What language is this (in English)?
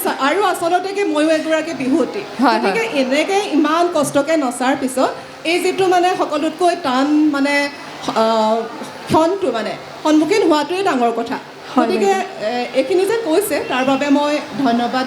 Assamese